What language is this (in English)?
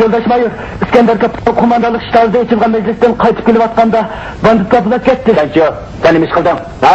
Uyghur